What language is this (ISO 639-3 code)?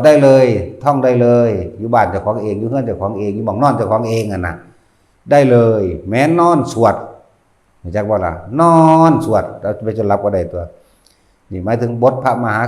tts